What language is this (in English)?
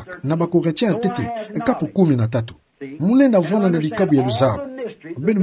Kituba (Democratic Republic of Congo)